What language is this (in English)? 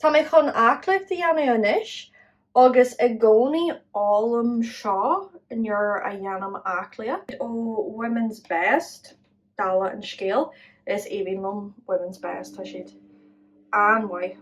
Irish